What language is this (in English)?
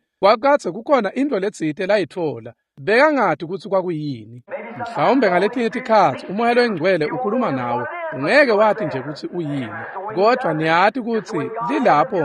Swati